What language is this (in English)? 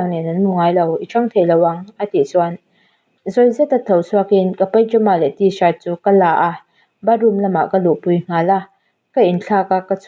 Mizo